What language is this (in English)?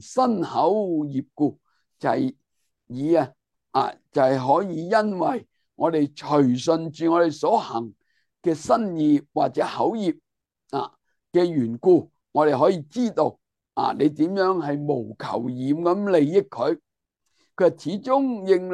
Cantonese